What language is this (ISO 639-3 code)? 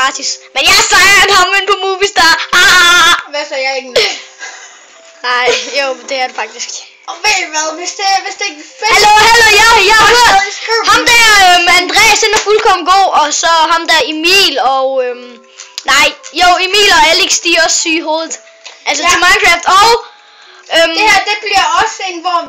dan